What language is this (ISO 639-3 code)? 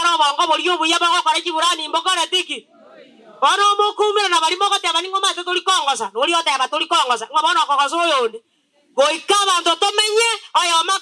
guz